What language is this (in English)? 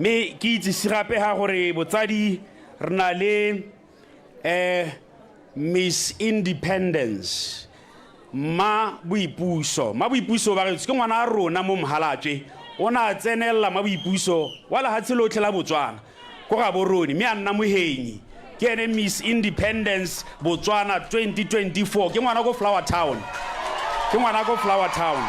Tswana